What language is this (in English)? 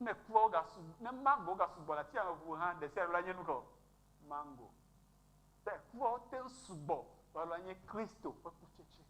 Ewe